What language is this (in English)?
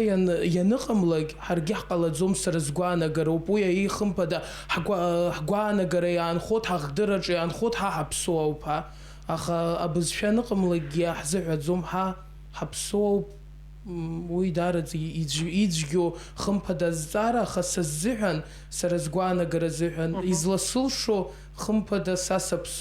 Abkhazian